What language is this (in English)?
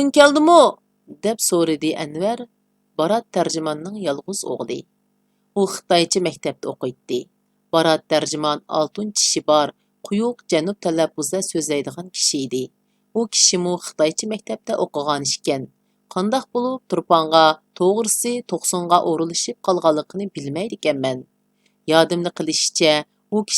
Uyghur